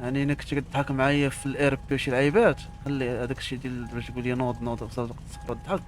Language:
Moroccan Arabic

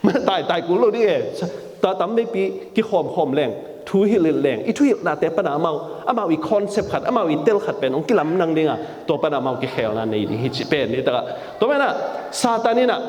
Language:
Tedim Chin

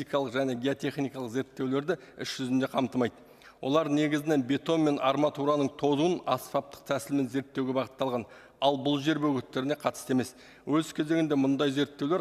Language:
Kazakh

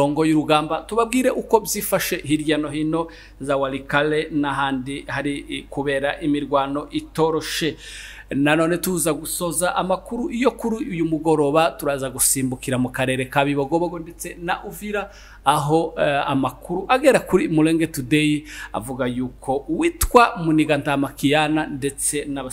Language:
Kinyarwanda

